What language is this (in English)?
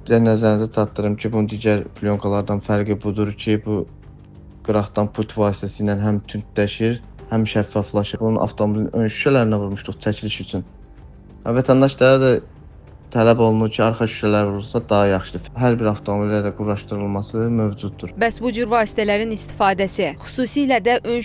Azerbaijani